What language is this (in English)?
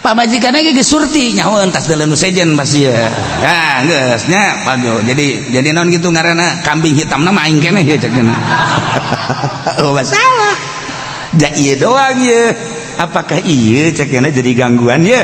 Sundanese